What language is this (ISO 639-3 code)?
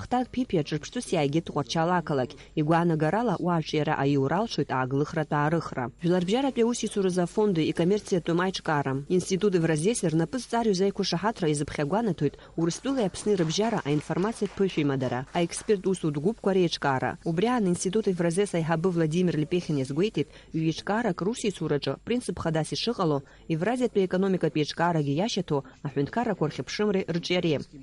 abk